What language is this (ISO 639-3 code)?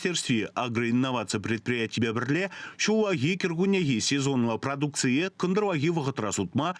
chv